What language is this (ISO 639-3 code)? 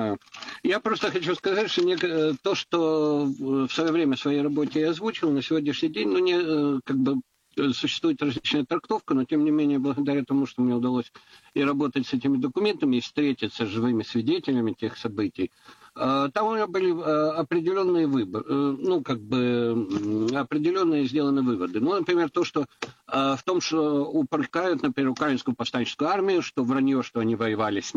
rus